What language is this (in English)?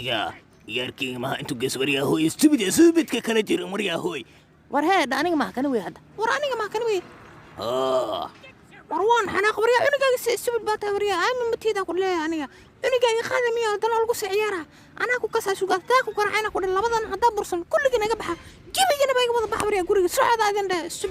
Somali